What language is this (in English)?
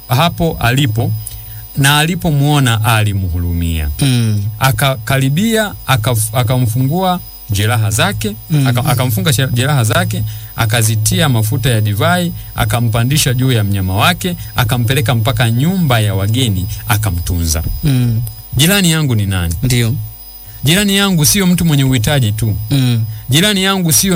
Swahili